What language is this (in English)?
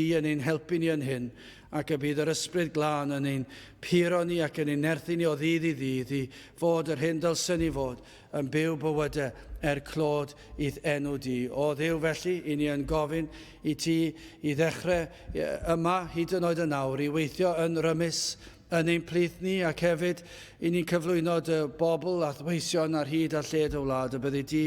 Welsh